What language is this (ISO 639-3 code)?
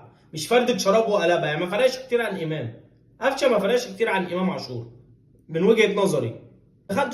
arz